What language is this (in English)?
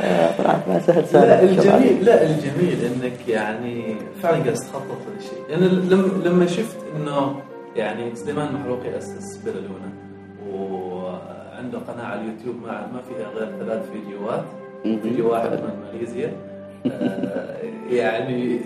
Gulf Arabic